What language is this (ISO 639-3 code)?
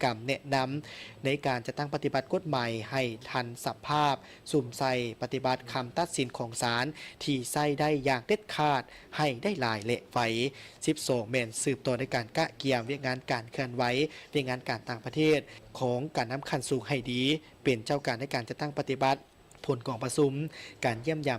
lao